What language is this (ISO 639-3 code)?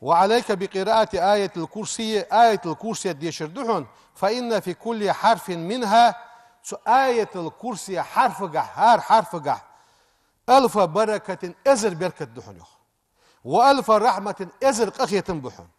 inh